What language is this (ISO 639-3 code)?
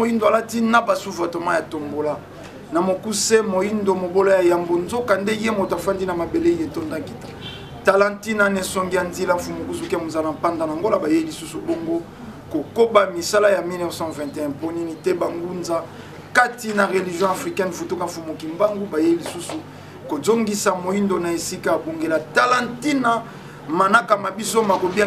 lin